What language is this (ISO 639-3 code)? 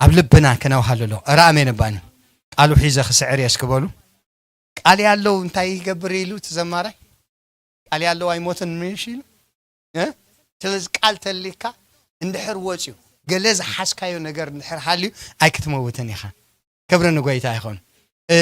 tir